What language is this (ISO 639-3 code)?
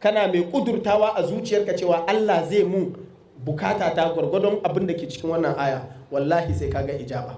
hau